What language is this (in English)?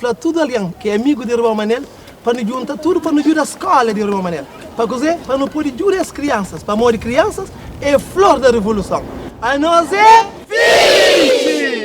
Kabuverdianu